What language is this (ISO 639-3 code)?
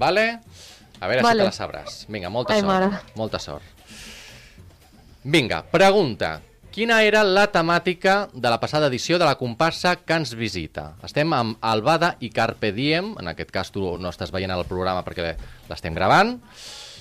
cat